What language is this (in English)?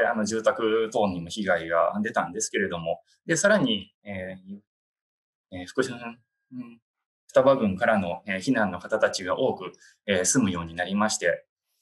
Japanese